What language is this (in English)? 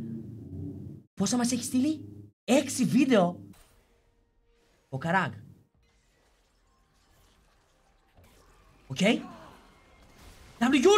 Greek